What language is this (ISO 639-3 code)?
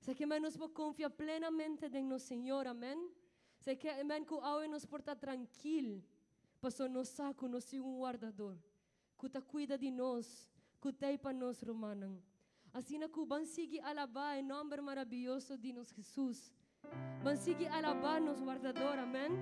pap